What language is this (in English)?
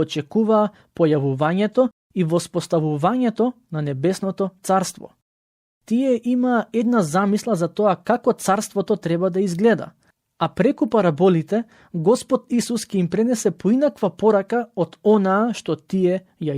Macedonian